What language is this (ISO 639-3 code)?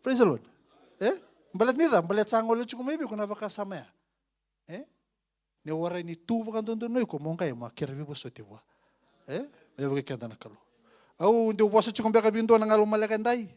fij